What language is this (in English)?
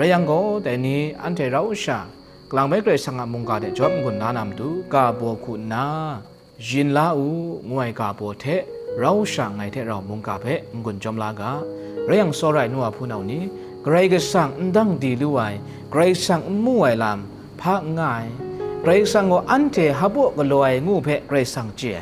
Kachin